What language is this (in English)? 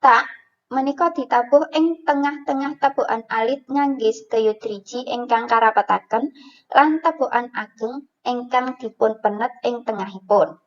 Javanese